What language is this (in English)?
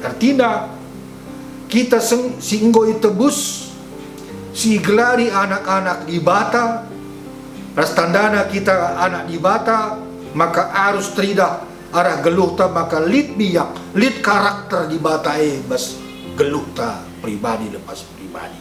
Batak Karo